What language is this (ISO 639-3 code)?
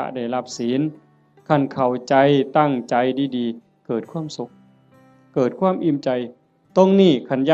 tts